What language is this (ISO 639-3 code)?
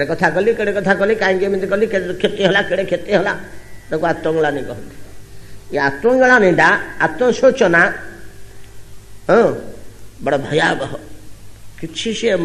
ori